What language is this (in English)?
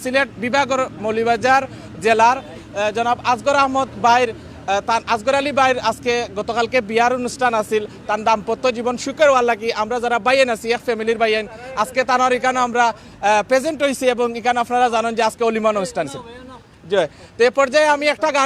Sylheti